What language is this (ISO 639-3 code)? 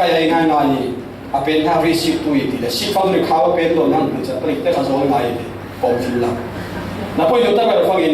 cfm